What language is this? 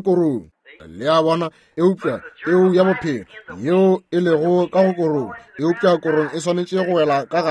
Northern Sotho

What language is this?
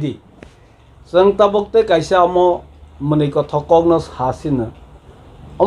Kok Borok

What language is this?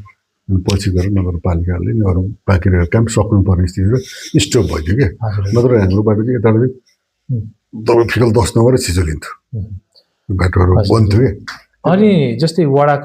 Nepali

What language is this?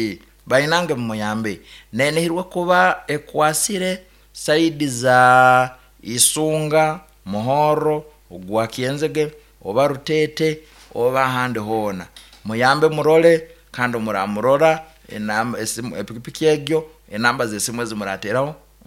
Nyoro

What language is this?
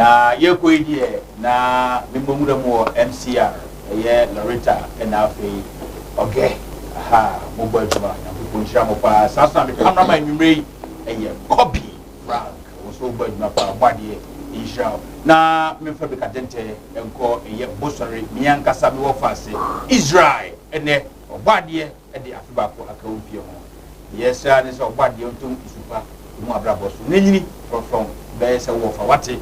Akan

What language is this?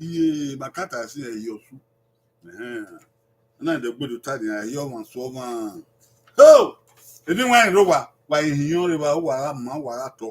Bini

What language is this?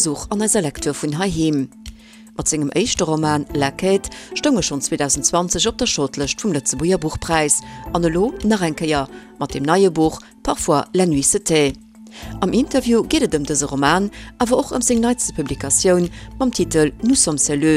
Luxembourgish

